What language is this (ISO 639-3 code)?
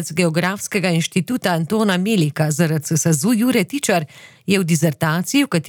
slv